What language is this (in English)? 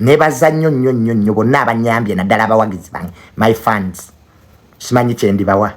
Ganda